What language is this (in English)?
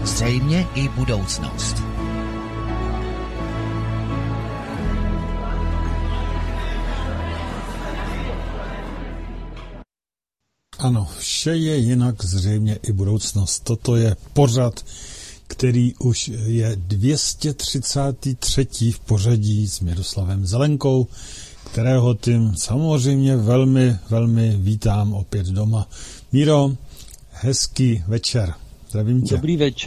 Czech